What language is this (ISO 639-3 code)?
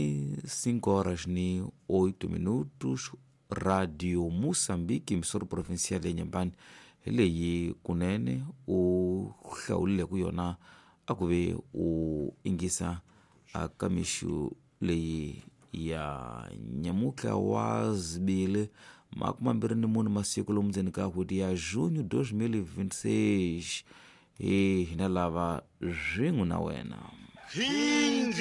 tso